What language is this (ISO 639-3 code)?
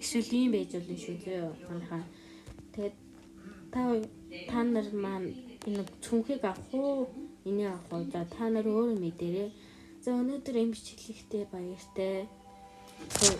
mon